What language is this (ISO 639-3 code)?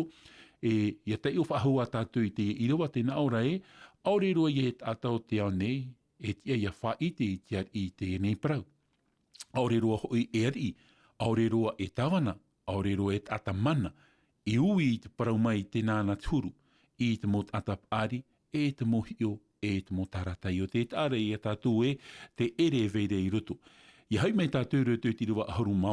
tah